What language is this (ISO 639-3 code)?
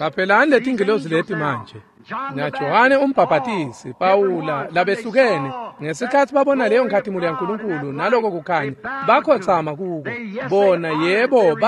ssw